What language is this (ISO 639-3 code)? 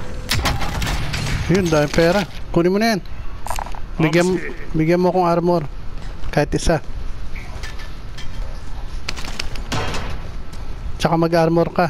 fil